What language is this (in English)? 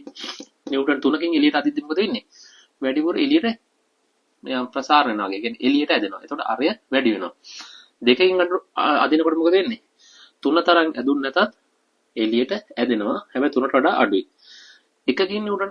Sinhala